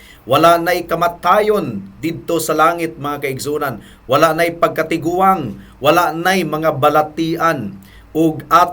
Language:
Cebuano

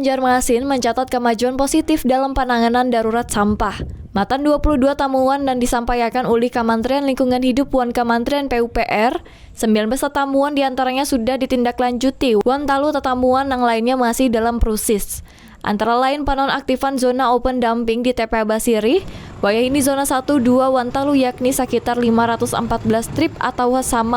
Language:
Banjar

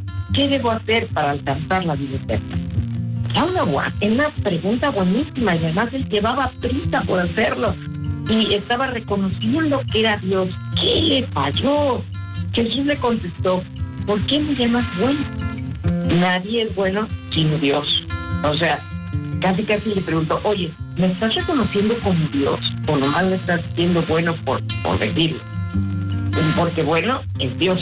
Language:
Spanish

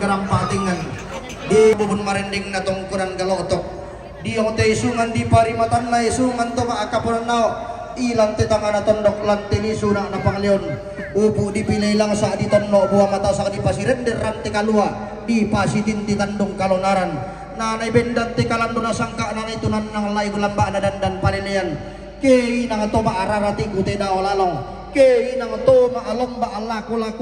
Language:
Toraja-Sa'dan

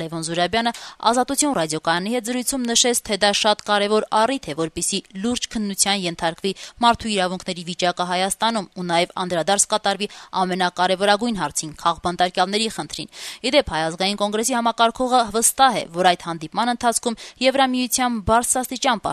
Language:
Armenian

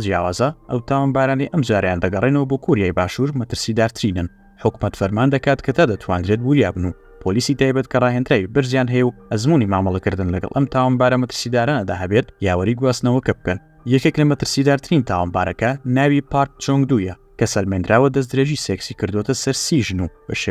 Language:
Central Kurdish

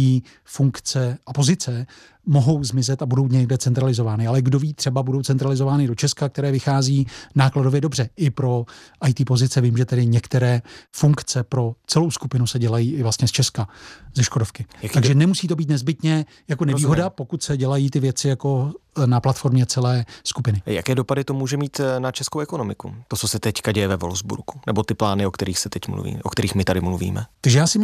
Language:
Czech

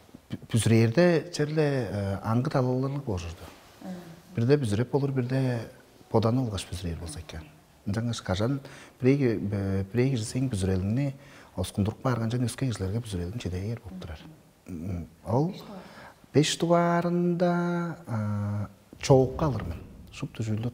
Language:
Tuvinian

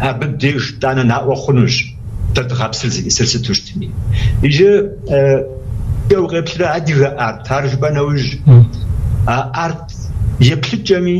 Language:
Kabardian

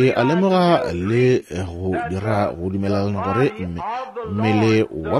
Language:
Northern Sotho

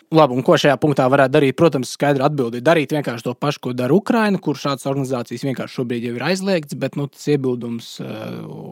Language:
Latvian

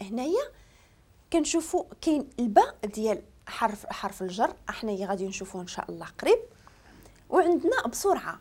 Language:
Moroccan Arabic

